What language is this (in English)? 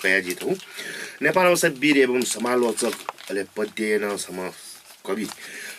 Newari